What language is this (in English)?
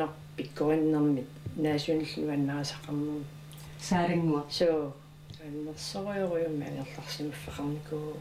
Kalaallisut